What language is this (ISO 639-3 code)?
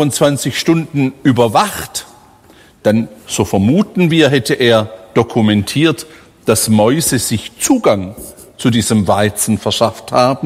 deu